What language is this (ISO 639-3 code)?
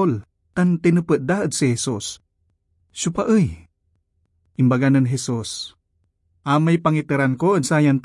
pag